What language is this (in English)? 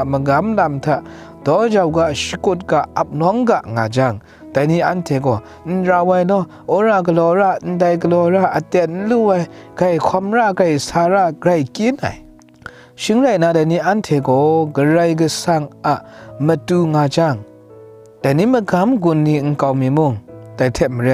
Kachin